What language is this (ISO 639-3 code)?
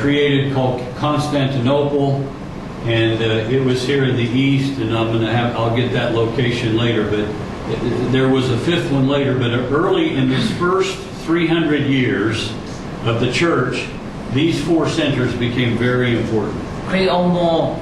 lhu